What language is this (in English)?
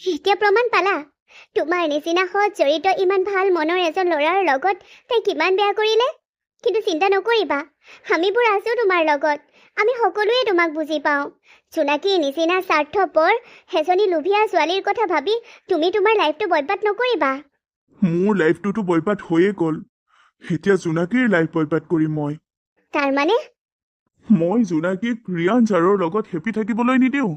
Assamese